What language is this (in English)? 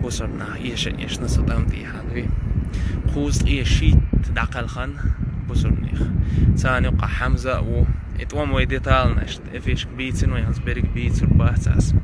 Chechen